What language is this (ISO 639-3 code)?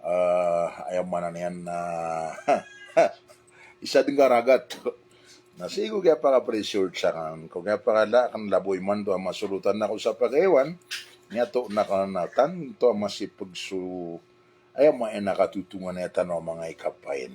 mrw